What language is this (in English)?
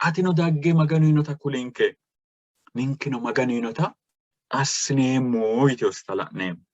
Sidamo